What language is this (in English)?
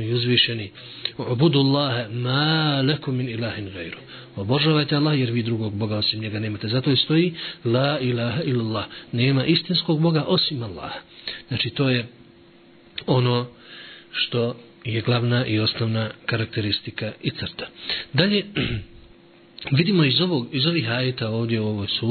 Bosnian